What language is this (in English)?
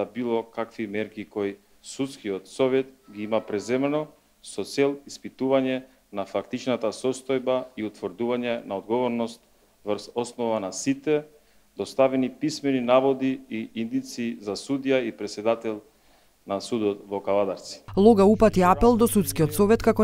Macedonian